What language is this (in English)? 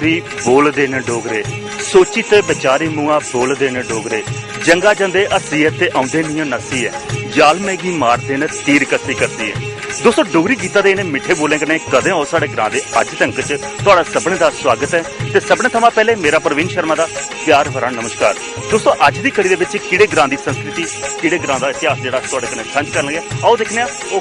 Dogri